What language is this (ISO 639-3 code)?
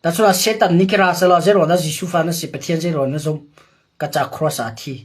cnh